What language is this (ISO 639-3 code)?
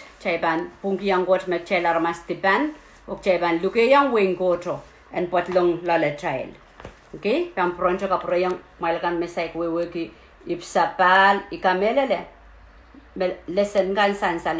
pon